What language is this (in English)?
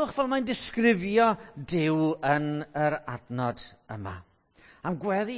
Welsh